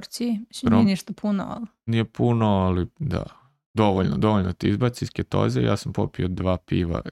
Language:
Serbian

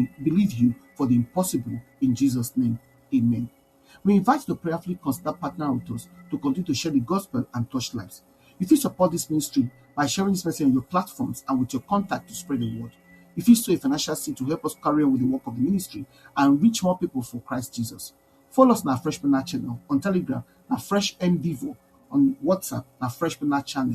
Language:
Nigerian Pidgin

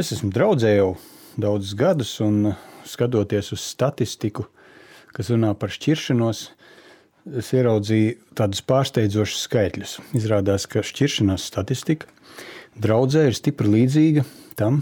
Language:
Latvian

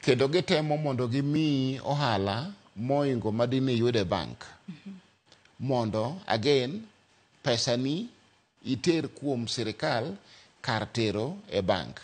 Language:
Luo (Kenya and Tanzania)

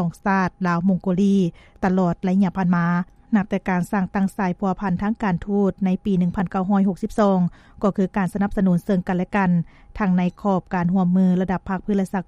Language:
Lao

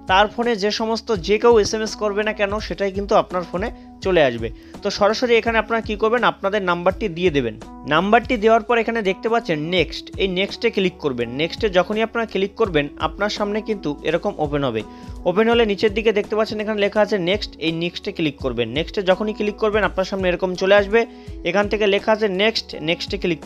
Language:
Bangla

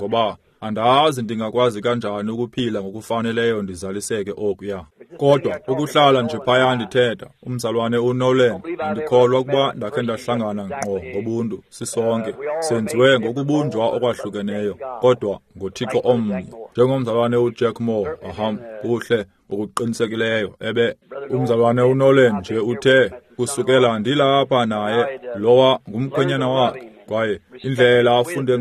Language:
Xhosa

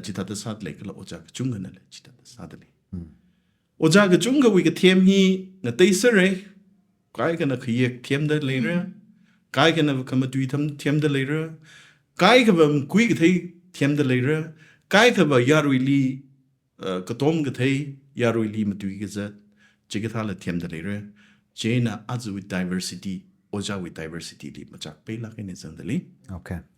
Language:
Tangkhul Naga (India)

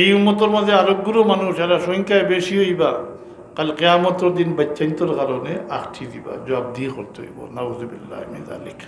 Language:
Sylheti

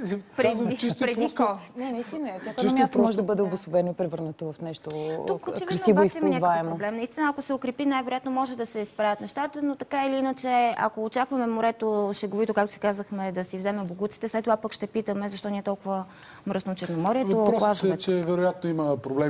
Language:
Bulgarian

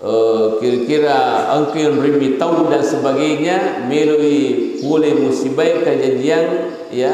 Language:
Buginese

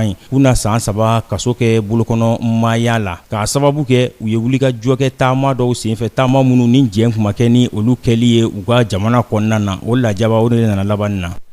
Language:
Bambara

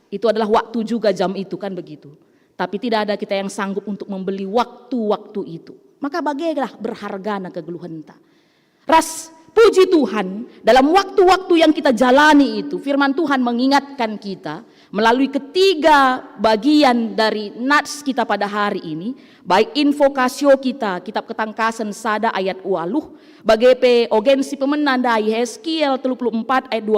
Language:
Batak Karo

